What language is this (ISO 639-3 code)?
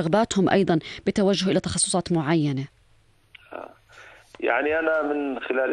apc